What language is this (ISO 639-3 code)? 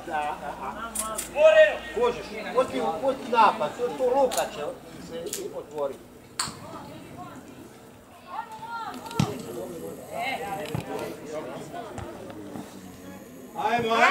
hrv